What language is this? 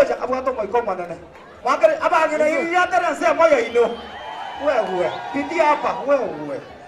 Gusii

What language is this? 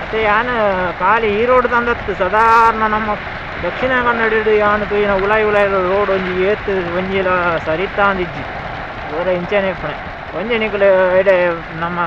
Tulu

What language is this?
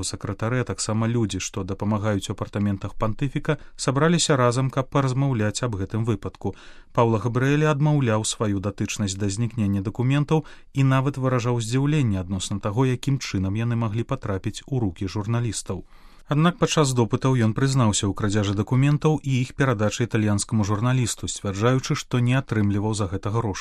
Belarusian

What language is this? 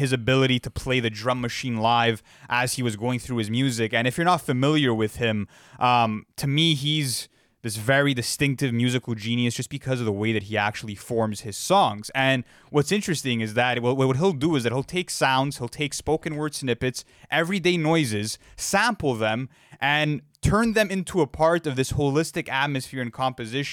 English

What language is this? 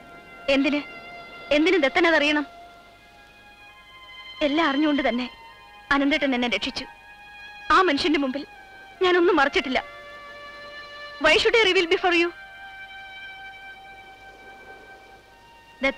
Malayalam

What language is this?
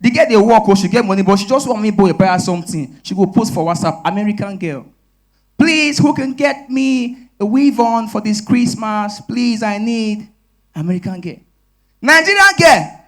Nigerian Pidgin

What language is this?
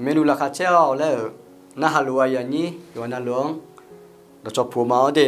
Akha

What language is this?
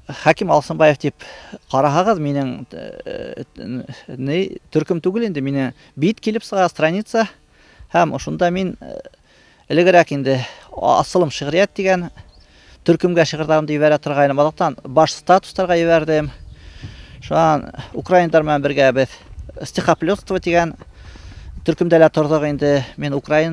Bashkir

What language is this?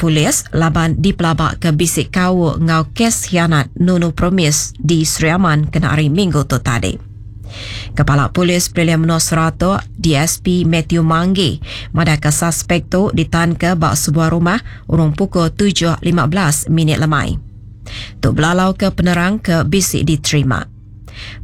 Iban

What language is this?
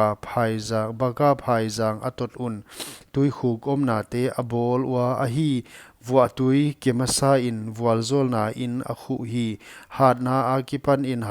Paite Chin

